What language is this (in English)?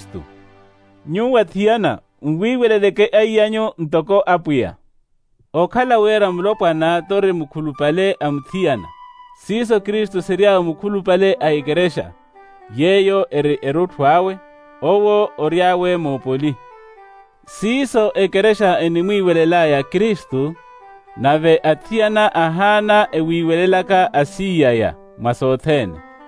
Makhuwa